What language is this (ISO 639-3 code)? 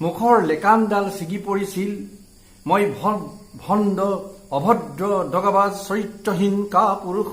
asm